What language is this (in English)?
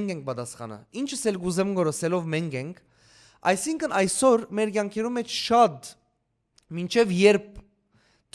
Western Armenian